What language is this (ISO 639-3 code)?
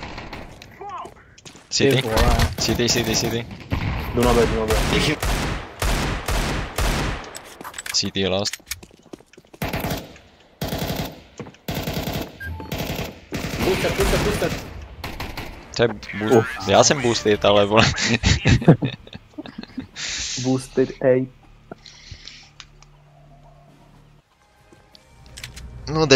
ces